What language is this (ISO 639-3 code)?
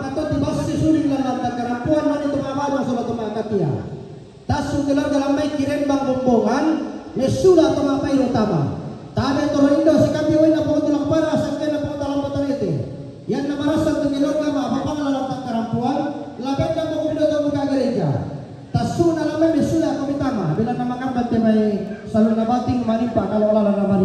sda